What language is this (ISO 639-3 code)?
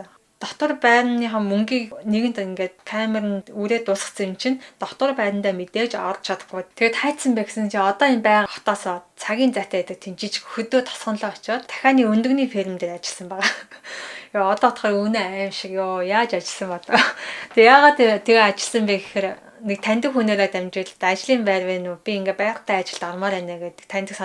mon